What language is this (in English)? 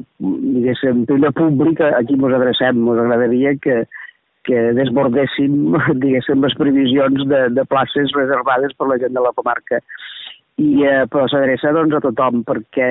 Catalan